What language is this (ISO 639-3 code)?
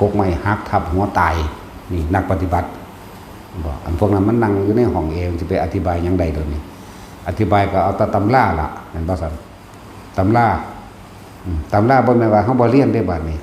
tts